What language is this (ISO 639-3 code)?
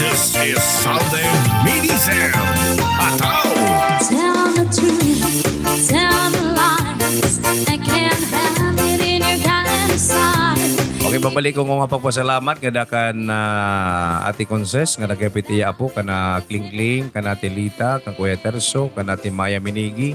war